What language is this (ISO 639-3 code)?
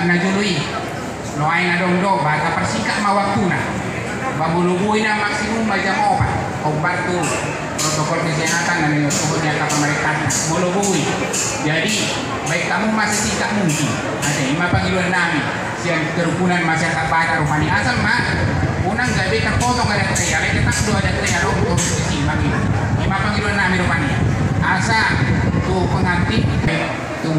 bbc